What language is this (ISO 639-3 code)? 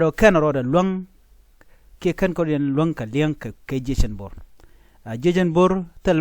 nus